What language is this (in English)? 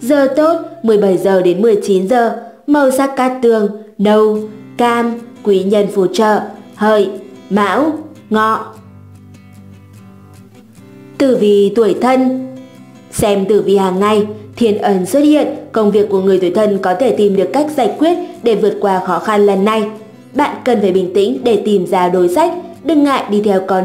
Vietnamese